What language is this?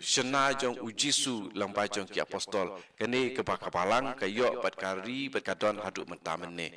Khasi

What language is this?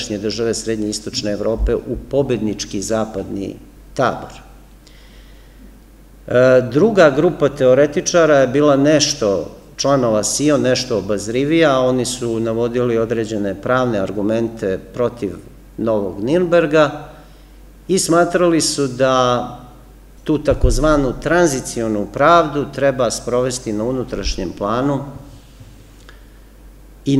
Serbian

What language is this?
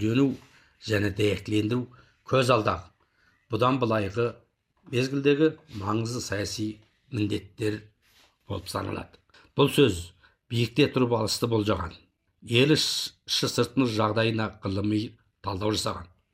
Kazakh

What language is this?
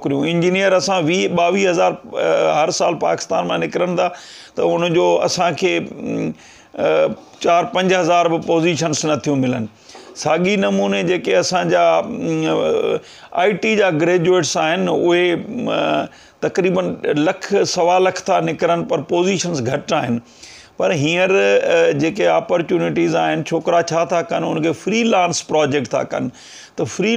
Sindhi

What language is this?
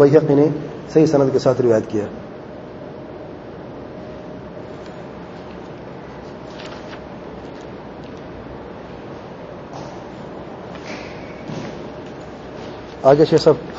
Urdu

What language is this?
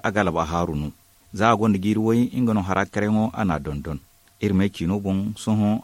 Zarma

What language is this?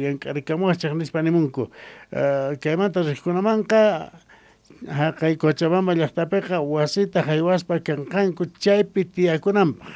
Quechua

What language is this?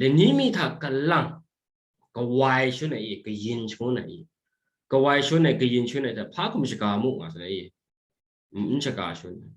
Kachin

